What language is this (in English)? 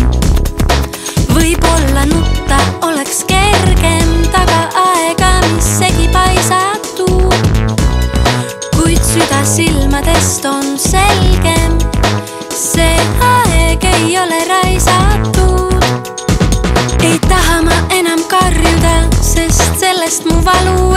Estonian